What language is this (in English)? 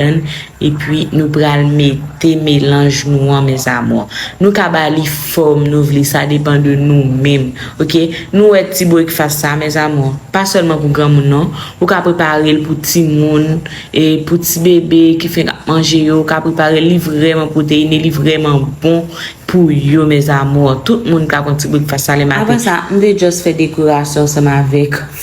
Haitian Creole